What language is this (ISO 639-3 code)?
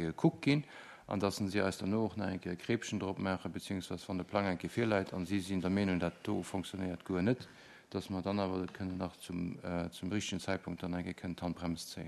ltz